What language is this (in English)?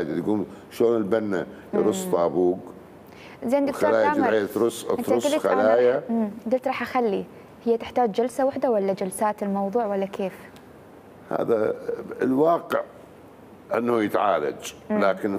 Mesopotamian Arabic